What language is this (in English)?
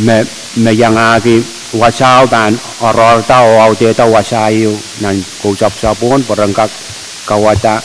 Pohnpeian